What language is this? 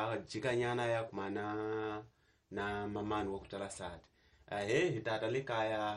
Tsonga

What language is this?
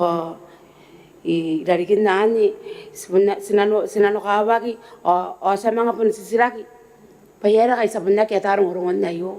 Gilbertese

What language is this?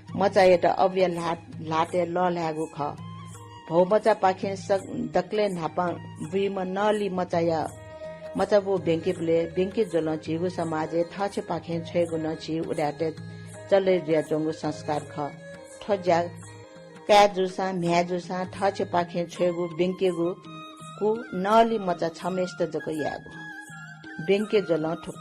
Newari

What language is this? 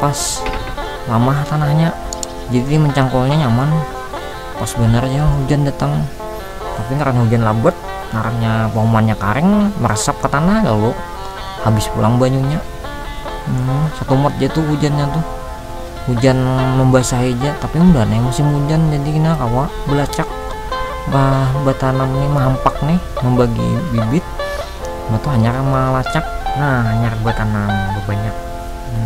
Banjar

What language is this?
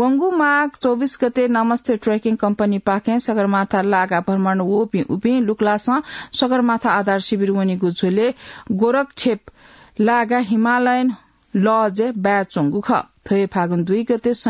Newari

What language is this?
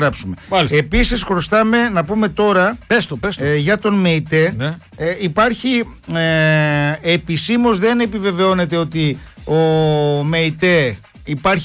Greek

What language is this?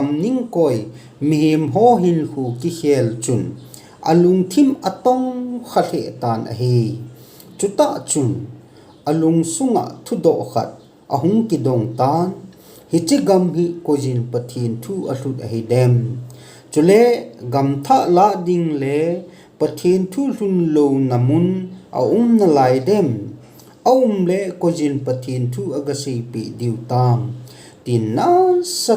Thado Chin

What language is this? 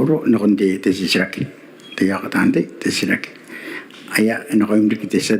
Gilbertese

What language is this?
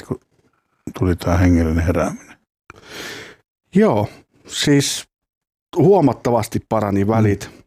Finnish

